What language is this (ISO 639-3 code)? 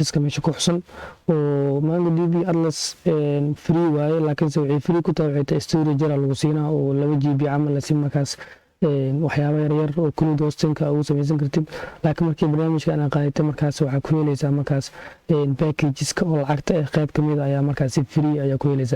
som